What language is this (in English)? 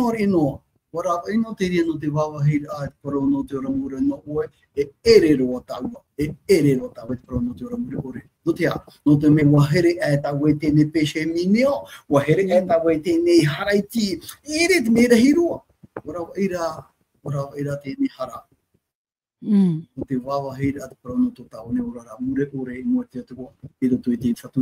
Tahitian